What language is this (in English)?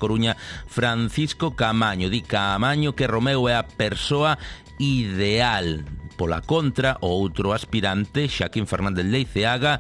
Galician